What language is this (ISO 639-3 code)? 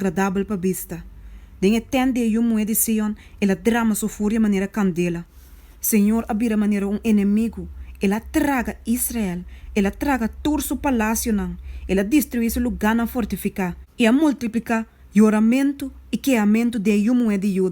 pap